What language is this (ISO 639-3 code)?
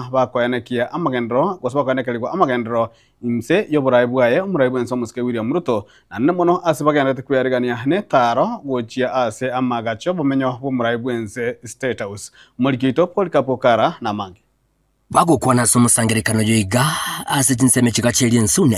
guz